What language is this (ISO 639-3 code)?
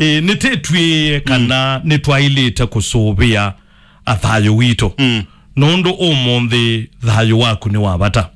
kam